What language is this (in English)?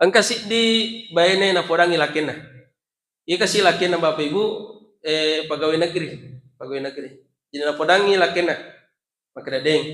Buginese